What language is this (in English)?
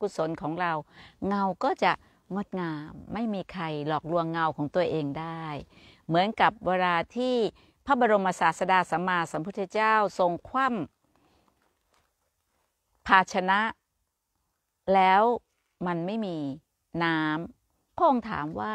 Thai